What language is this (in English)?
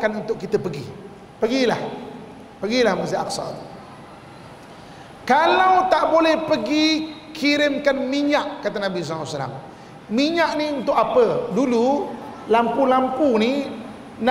Malay